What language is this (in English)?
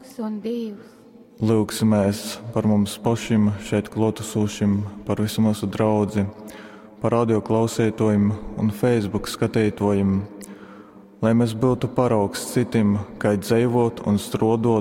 Latgalian